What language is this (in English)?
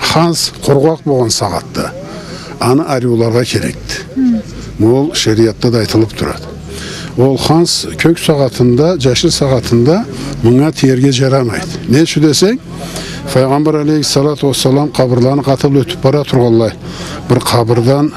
Karachay-Balkar